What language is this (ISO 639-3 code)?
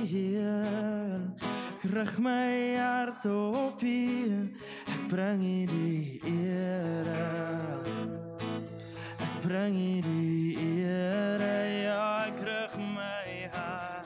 afr